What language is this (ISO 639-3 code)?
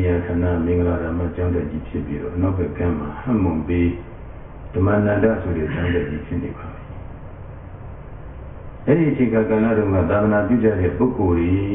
mya